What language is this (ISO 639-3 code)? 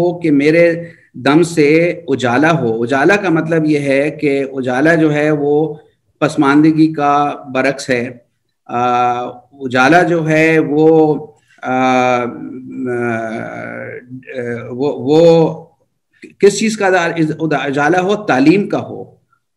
urd